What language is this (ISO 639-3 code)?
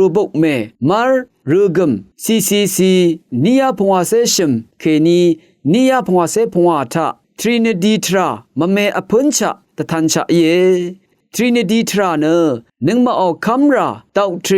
raw